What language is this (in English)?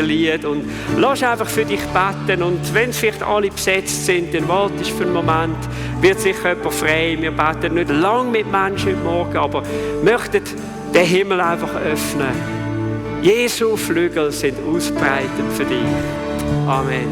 Swiss German